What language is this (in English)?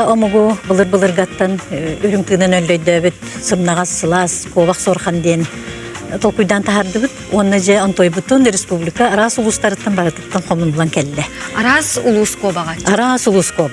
Yakut